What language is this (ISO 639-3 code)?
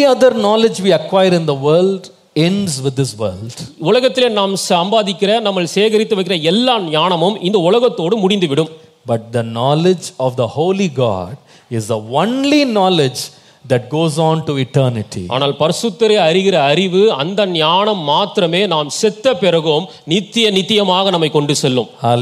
tam